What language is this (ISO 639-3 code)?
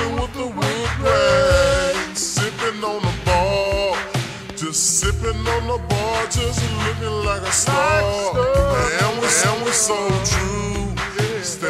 eng